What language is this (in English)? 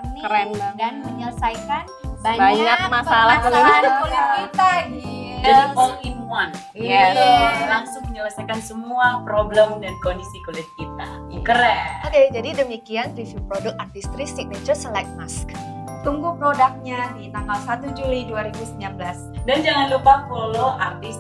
Indonesian